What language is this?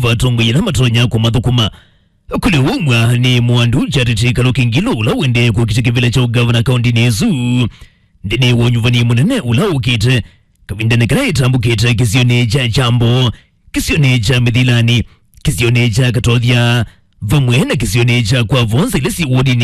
Kamba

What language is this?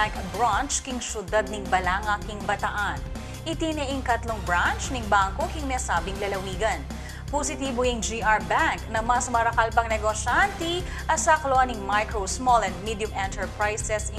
Pampanga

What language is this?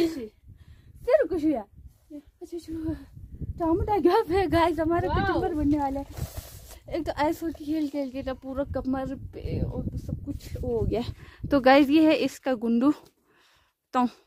Hindi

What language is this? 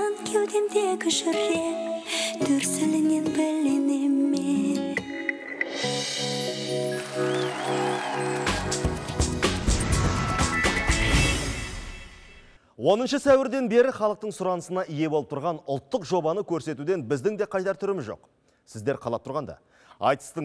Kazakh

